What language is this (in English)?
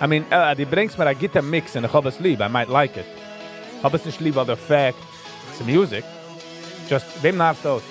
Yiddish